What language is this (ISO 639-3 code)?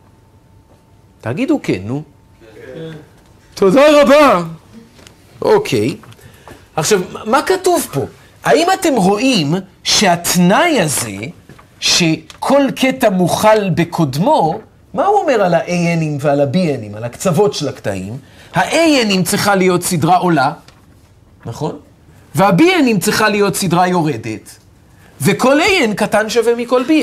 heb